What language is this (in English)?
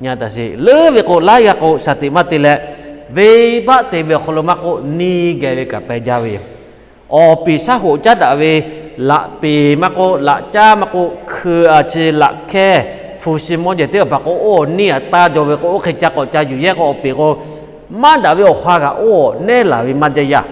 Lahu